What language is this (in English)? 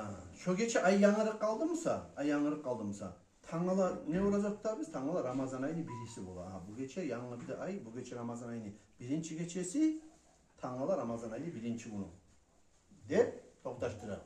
Kumyk